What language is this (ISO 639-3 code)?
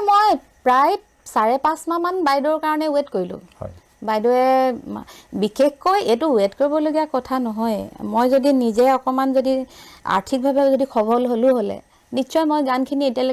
asm